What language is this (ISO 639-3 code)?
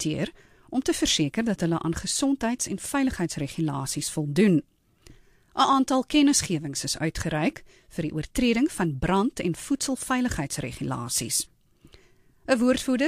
afr